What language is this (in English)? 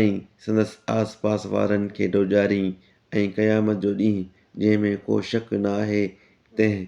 Sindhi